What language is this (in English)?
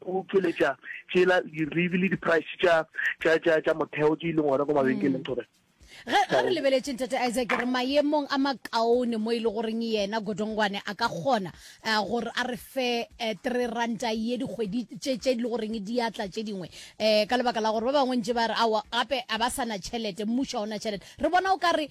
Northern Sotho